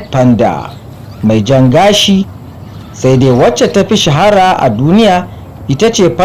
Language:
Hausa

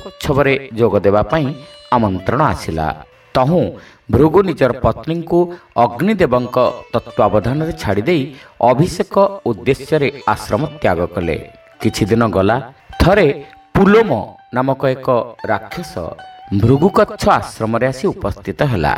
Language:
Odia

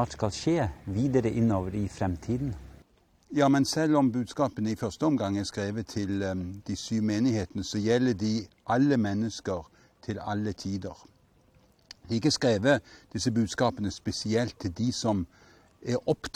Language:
Norwegian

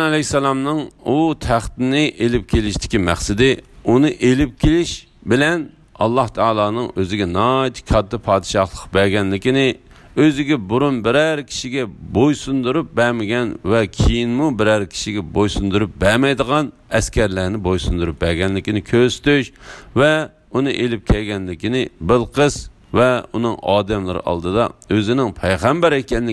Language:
Uyghur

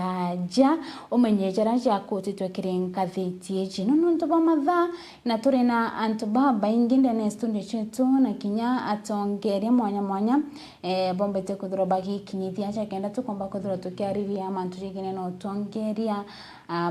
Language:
Meru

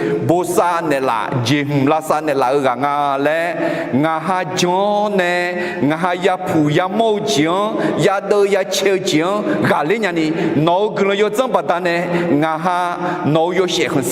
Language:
Akha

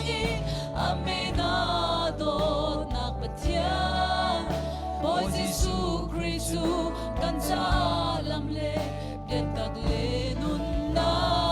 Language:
Hakha Chin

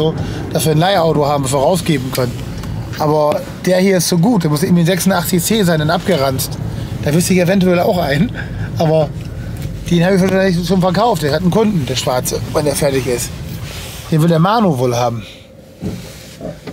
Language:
German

